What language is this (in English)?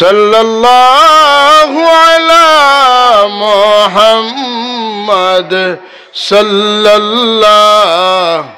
Sylheti